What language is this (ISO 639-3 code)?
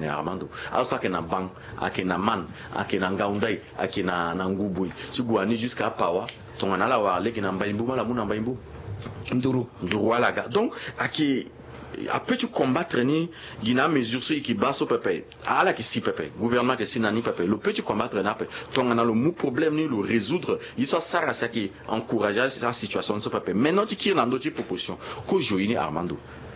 sag